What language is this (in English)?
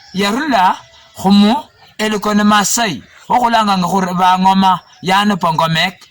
Luyia